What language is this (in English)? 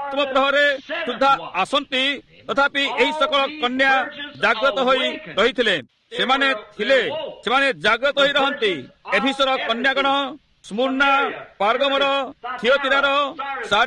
Odia